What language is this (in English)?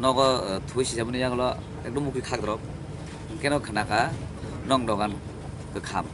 Kok Borok